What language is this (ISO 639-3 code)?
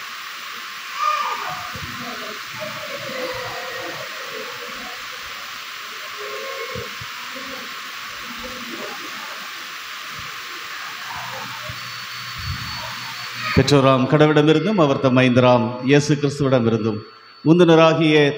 tam